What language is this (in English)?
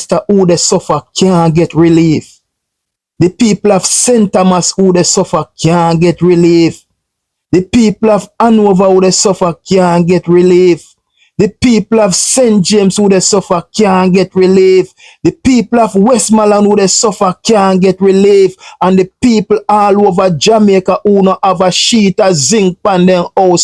Jamaican Creole English